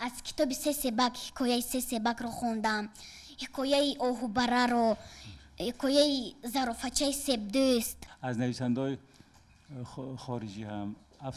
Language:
Tajik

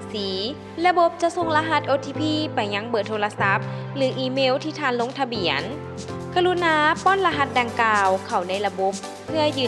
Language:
Lao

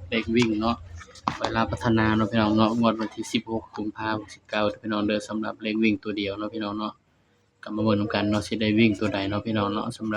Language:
Northeastern Thai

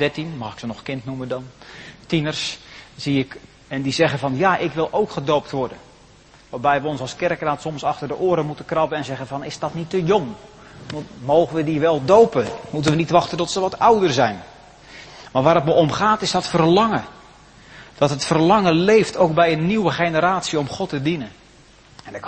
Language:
Dutch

